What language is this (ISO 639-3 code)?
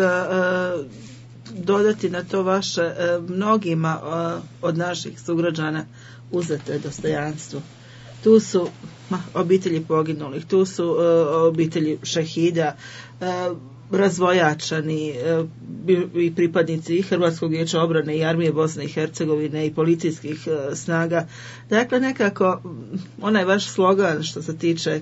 bos